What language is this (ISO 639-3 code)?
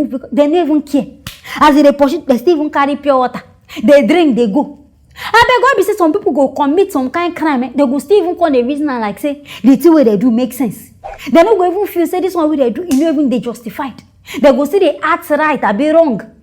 pcm